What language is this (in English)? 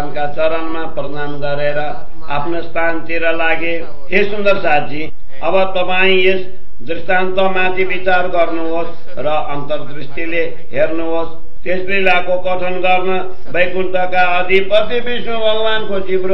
Nepali